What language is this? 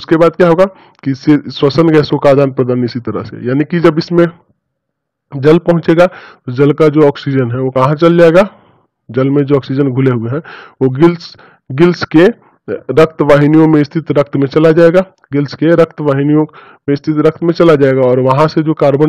Hindi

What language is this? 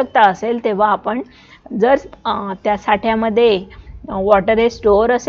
Marathi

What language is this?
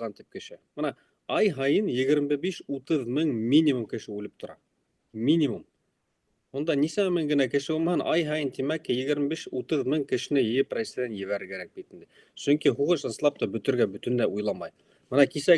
Bashkir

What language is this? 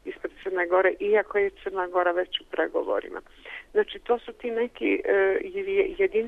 Serbian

